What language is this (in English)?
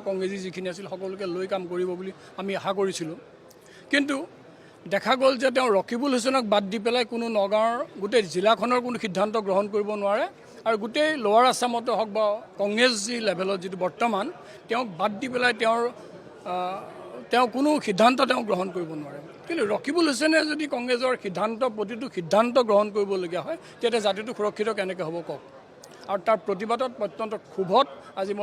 Assamese